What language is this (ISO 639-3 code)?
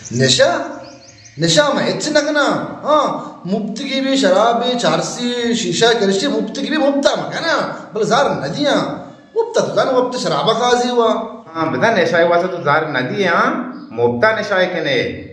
bal